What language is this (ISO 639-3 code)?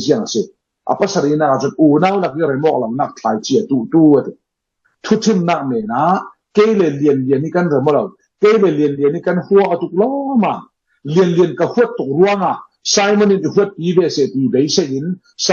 cfm